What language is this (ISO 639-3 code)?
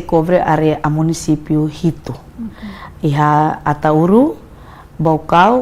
tet